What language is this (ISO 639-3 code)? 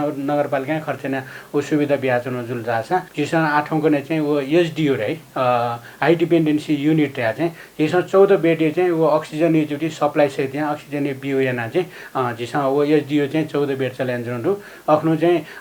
new